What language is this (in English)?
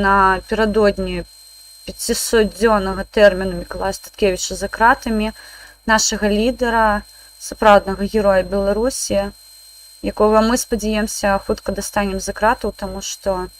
Belarusian